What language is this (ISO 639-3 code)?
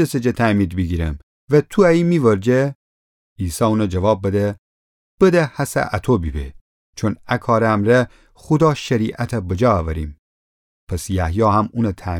glk